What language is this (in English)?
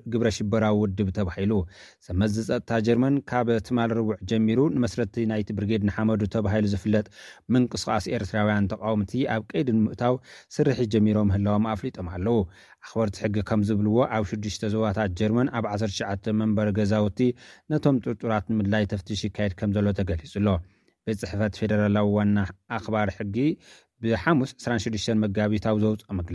Tigrinya